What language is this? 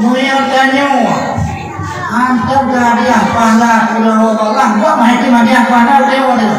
Achinese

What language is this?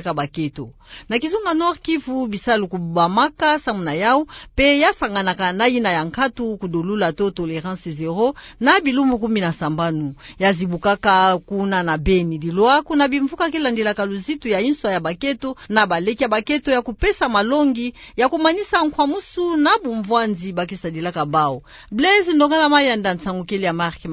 Kituba (Democratic Republic of Congo)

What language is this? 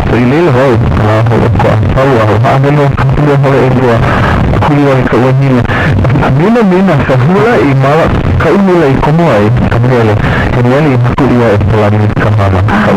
Hawaiian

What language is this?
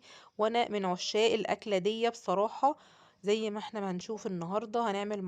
Egyptian Arabic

